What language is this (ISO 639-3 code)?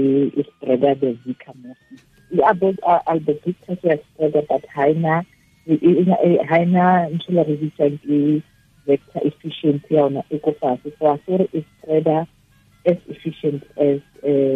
tsn